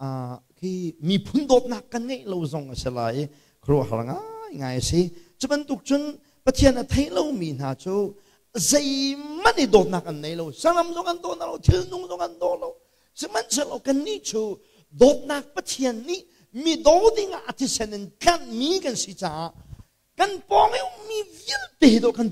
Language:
Hakha Chin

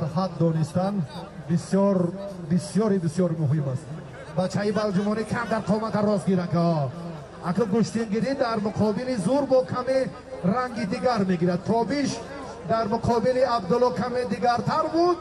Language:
Tajik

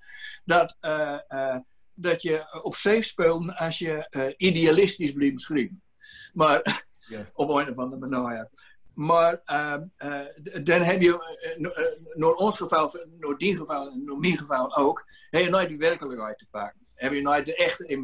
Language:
Gronings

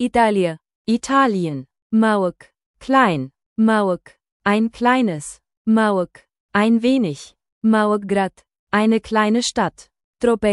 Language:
Bulgarian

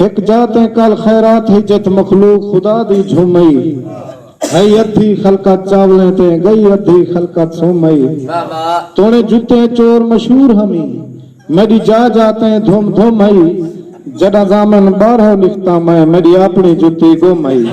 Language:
Saraiki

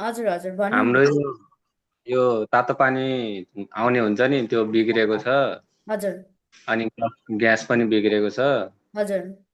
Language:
Nepali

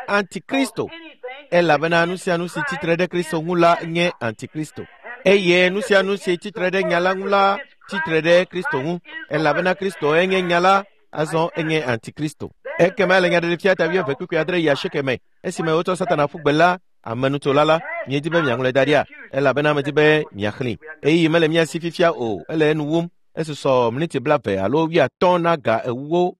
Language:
Ewe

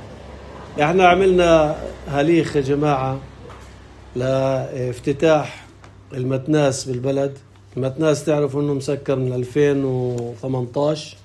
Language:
North Levantine Arabic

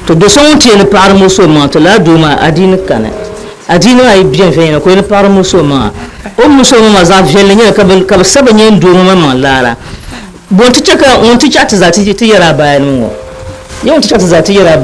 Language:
Dagbani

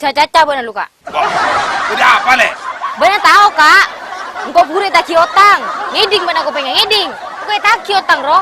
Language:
Madurese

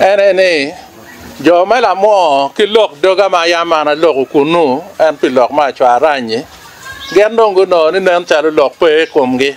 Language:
Acoli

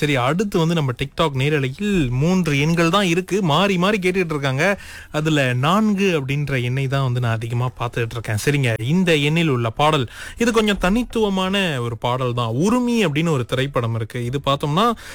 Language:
Tamil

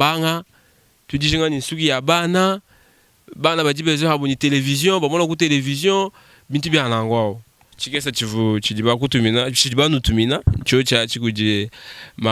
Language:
Luba-Lulua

